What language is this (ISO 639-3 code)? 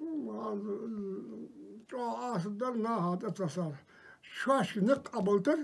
inh